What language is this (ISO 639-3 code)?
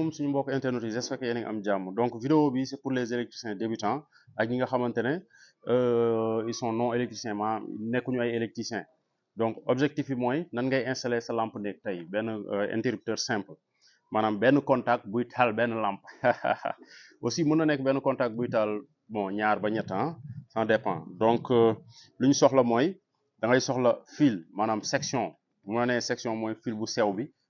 wol